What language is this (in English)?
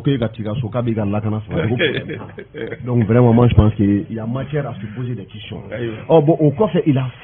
Bambara